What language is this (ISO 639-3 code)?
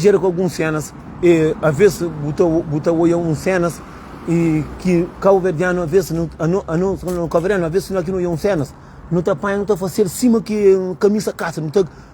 kea